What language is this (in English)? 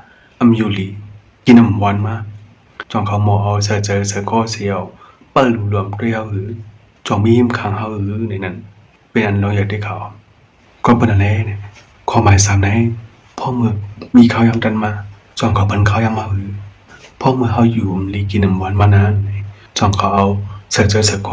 Shan